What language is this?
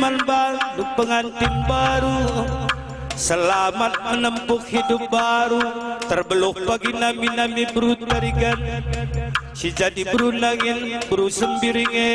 Batak Karo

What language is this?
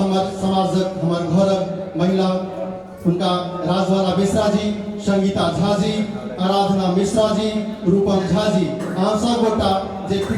Maithili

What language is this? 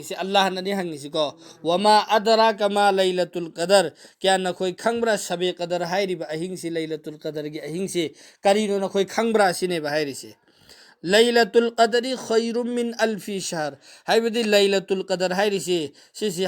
Manipuri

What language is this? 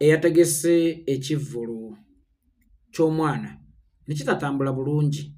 Ganda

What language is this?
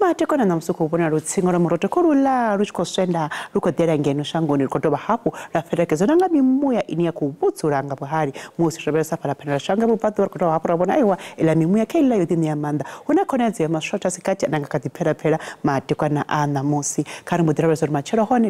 Venda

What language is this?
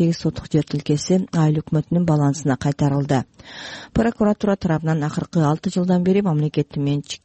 Kyrgyz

